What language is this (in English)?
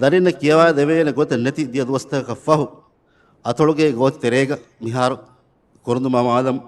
Divehi